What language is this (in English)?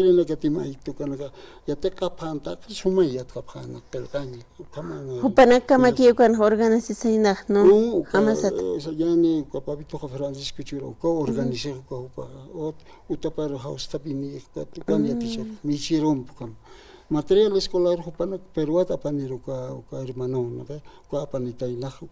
Aymara